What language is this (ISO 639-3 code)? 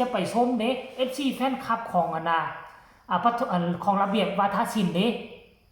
lao